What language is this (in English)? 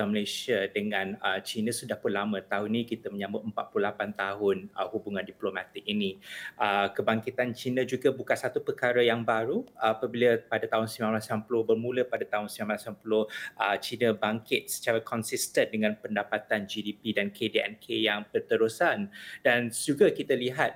Malay